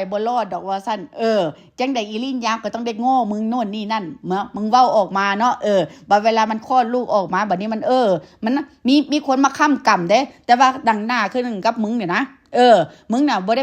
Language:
Northeastern Thai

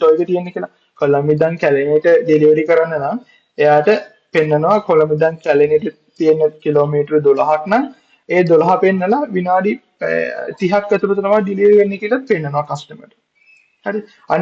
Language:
Sinhala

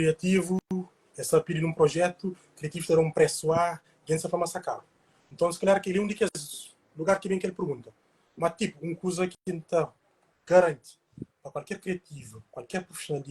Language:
Kabuverdianu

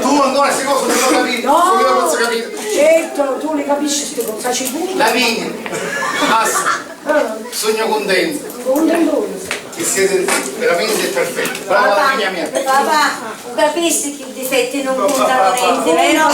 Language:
Sicilian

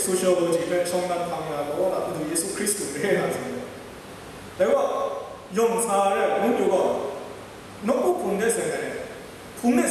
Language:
Kachin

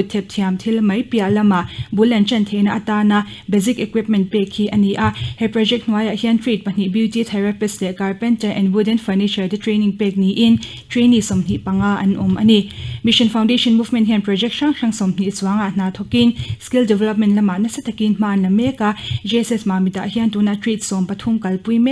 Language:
Mizo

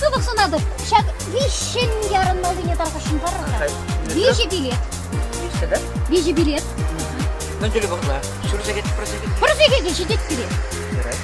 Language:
Chuvash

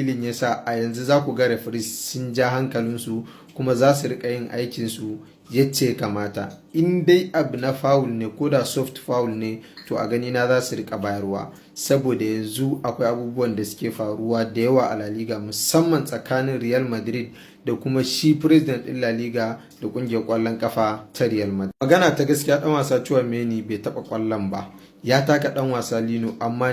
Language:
Hausa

